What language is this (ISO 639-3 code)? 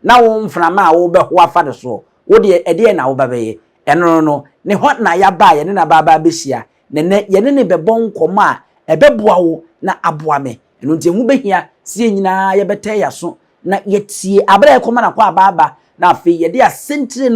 aka